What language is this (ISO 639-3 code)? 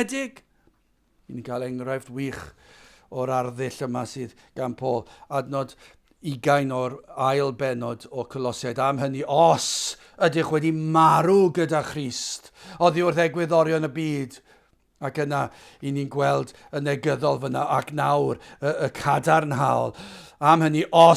cym